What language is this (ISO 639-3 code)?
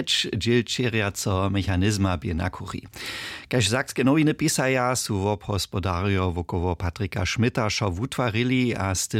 hsb